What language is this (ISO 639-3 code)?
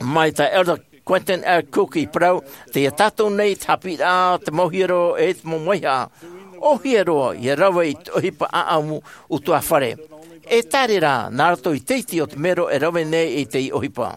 tah